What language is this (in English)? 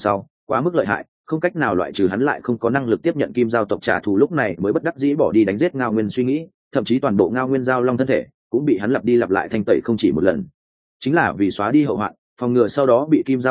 Vietnamese